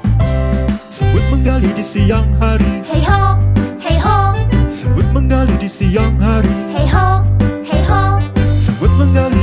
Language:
Indonesian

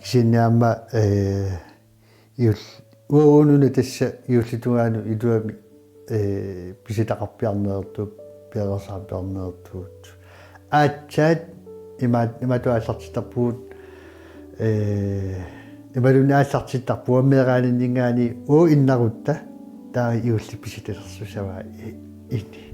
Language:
Kalaallisut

